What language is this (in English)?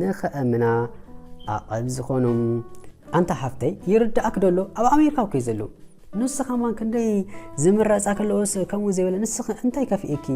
Tigrinya